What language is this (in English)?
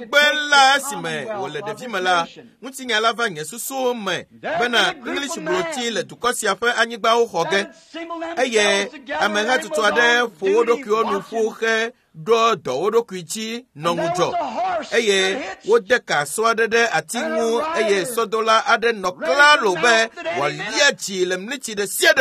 Ewe